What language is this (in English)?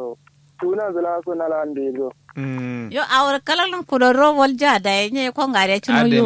Kanuri